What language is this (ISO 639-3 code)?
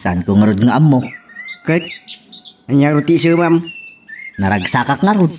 ilo